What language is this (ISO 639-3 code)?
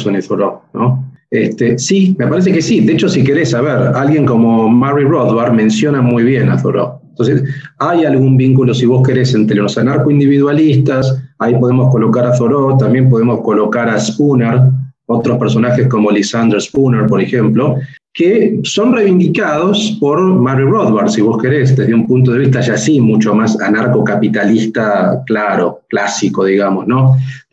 spa